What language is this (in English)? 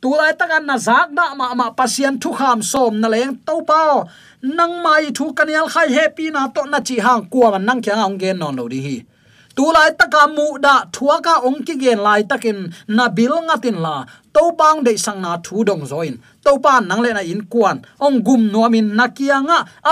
Tedim Chin